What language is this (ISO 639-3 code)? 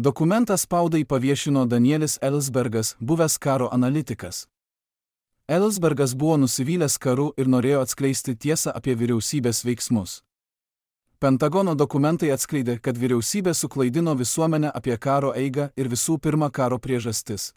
lit